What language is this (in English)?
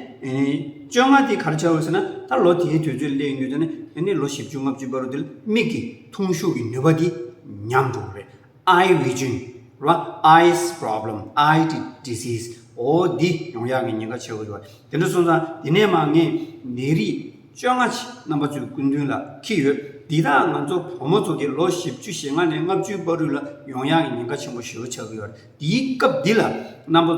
Tibetan